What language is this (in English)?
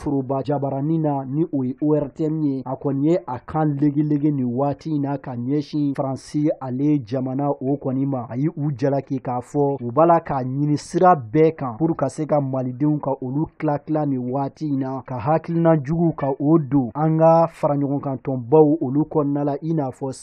Bambara